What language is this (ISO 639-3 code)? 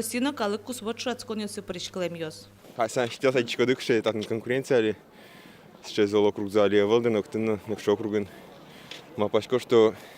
udm